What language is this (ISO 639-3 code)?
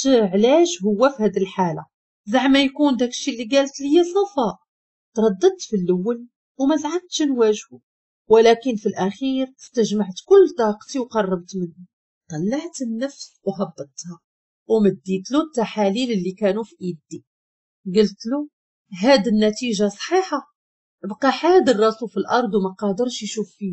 ary